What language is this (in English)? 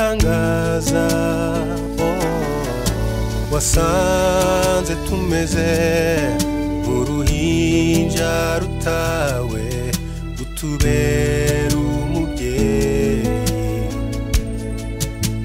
Kinyarwanda